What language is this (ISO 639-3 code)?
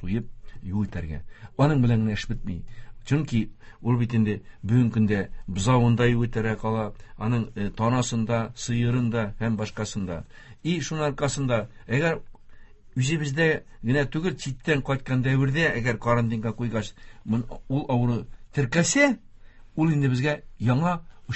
tat